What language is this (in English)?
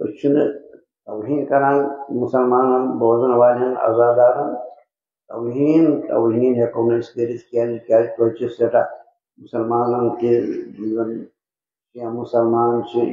Kashmiri